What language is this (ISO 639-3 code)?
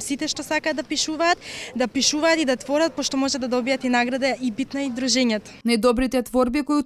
mkd